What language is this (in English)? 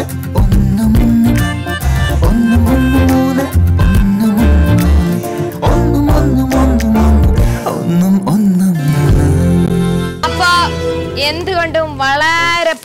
Malayalam